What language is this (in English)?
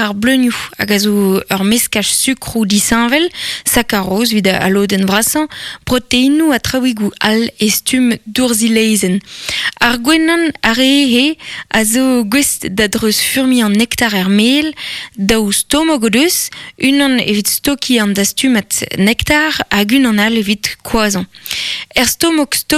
Breton